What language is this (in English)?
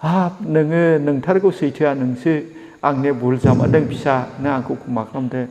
Bodo